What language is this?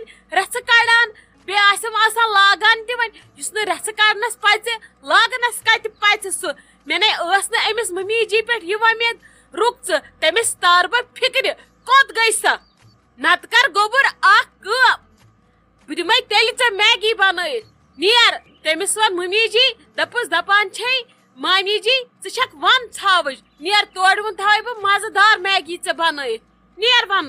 Kashmiri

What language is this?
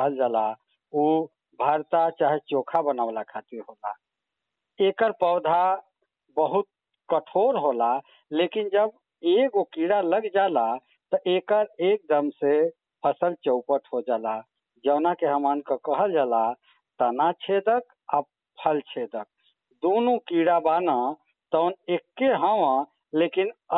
Bhojpuri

